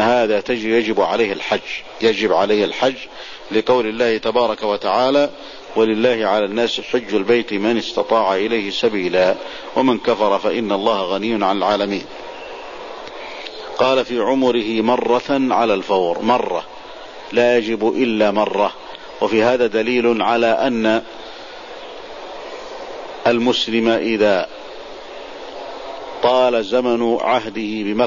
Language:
Arabic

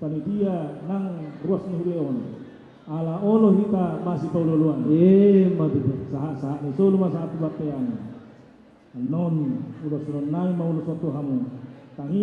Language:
Batak Toba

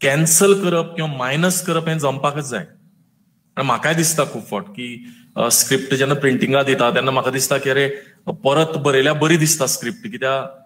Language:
Konkani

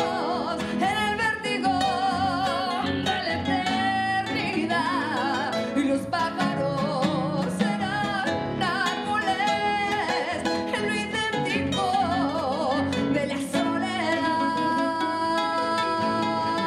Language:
Spanish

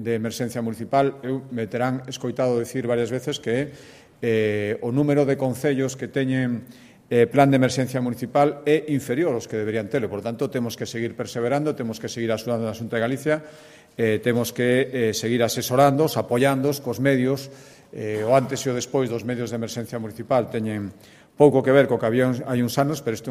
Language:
Galician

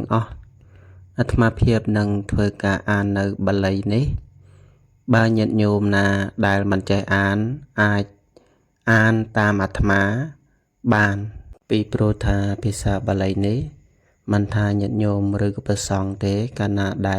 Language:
Khmer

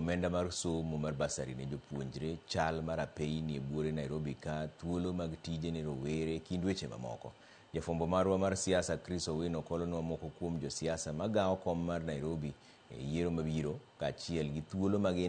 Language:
Luo (Kenya and Tanzania)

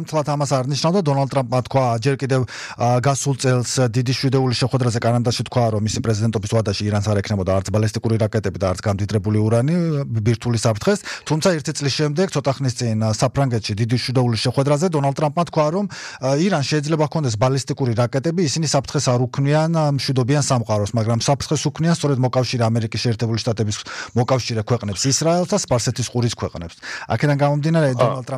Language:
Georgian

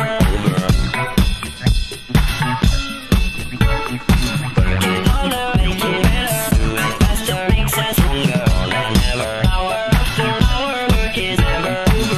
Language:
English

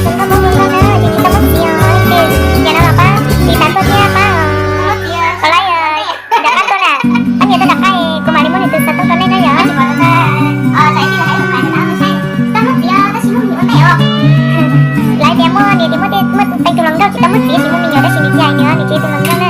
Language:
Hmong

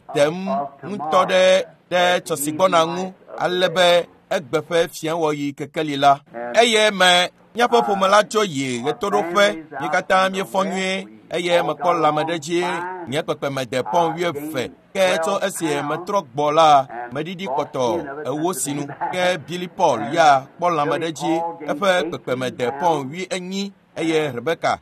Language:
Ewe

